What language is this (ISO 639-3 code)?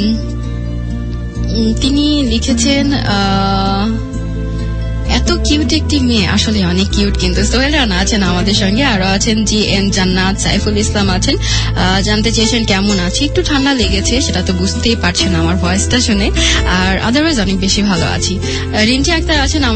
ben